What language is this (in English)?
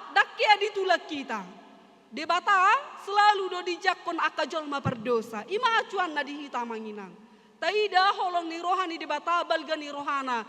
Batak Toba